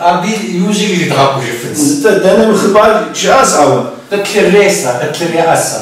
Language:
Kabardian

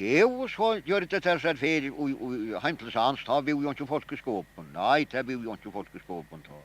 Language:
Faroese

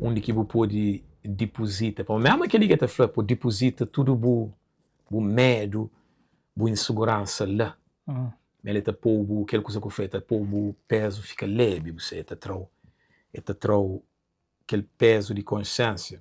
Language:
Kabuverdianu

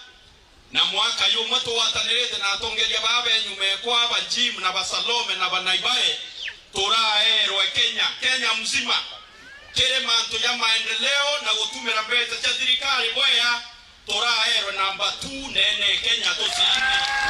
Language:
Meru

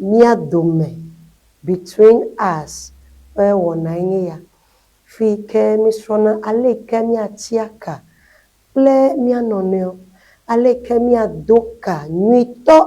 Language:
Ewe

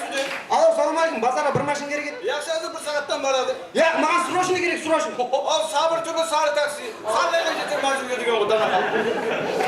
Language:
Kara-Kalpak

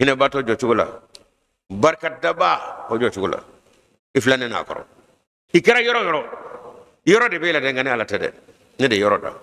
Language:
Bambara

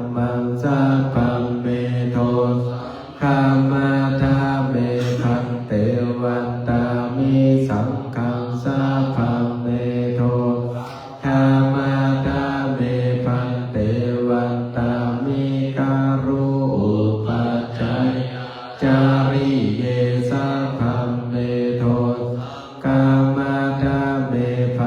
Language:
Pali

